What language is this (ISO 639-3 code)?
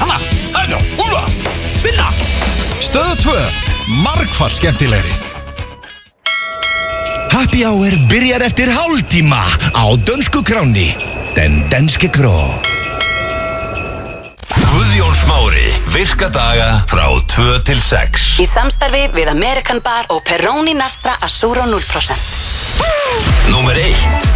isl